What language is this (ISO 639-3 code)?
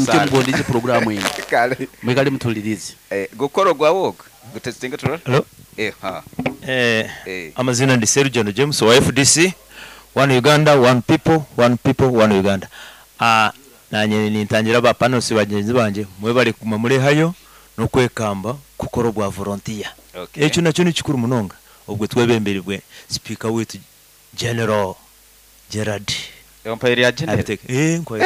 nyo